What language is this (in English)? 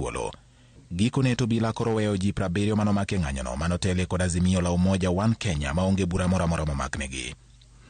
Luo (Kenya and Tanzania)